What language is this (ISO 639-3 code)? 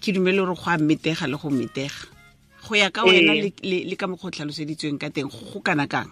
tsn